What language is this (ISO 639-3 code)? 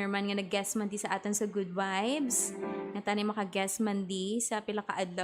hil